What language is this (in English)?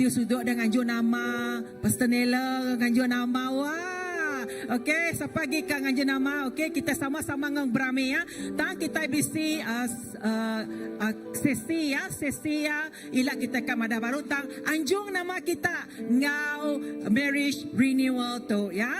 Iban